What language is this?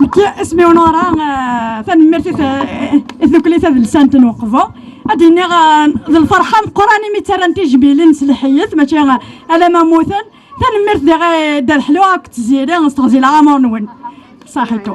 Kabyle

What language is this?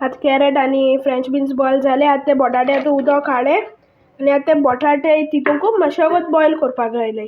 Konkani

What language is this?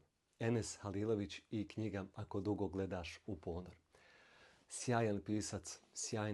Bosnian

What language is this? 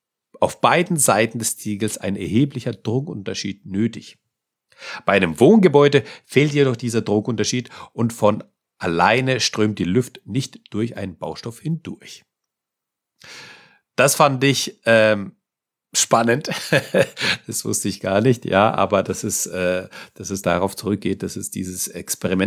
German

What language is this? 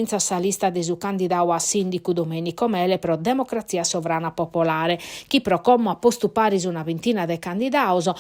Sardinian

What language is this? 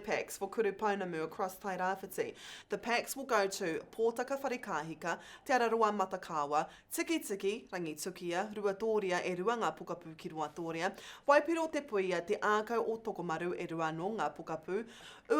Māori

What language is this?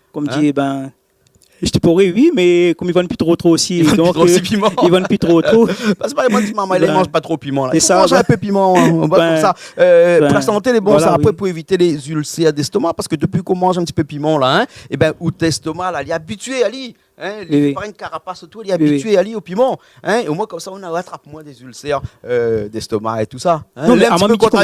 Réunion Creole French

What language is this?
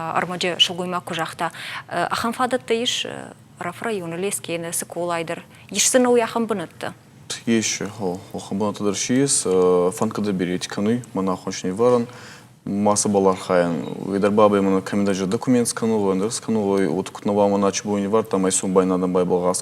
Ossetic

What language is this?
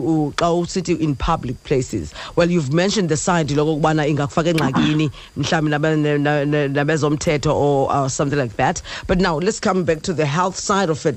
Xhosa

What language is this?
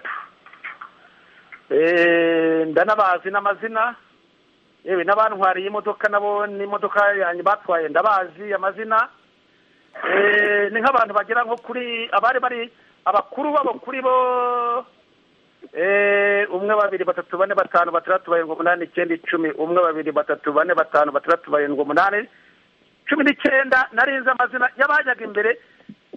Kinyarwanda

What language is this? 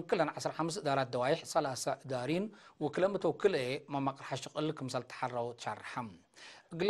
Tigre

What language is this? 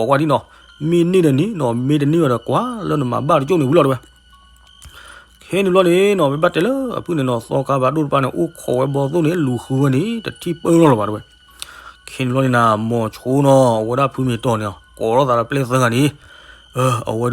S'gaw Karen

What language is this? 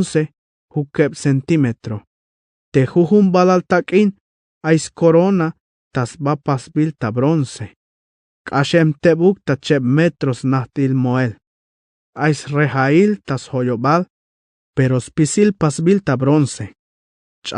Tzeltal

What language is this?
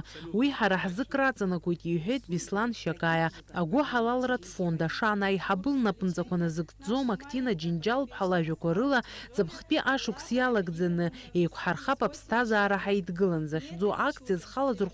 Abkhazian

